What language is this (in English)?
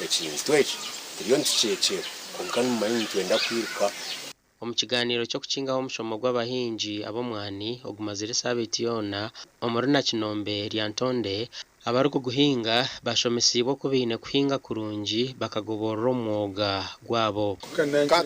Nyankole